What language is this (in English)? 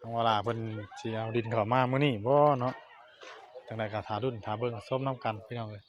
Northeastern Thai